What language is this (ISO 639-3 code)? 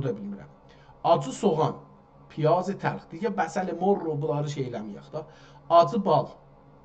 azb